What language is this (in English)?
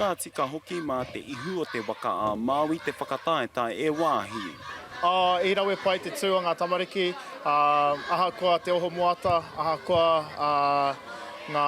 Māori